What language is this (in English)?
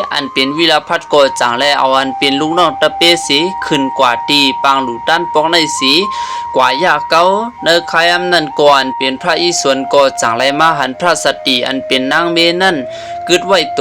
Shan